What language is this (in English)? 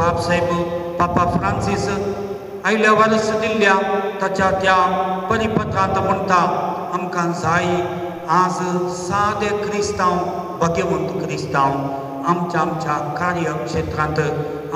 Konkani